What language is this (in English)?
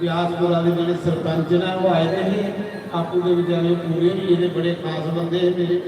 Dogri